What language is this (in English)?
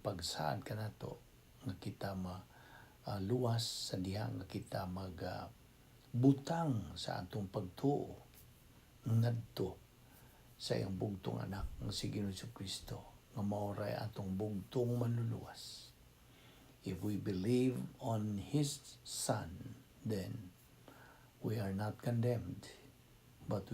Cebuano